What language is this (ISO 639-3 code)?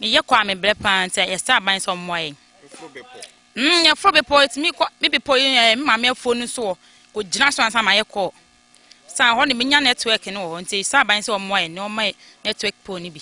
aka